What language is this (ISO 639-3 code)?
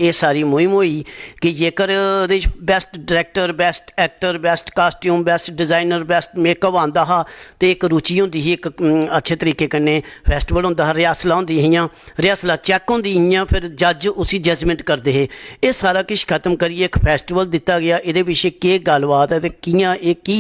doi